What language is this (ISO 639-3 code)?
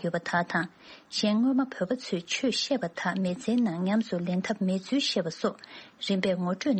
bod